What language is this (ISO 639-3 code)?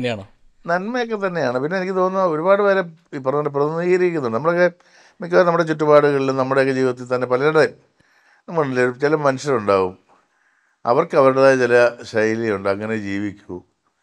mal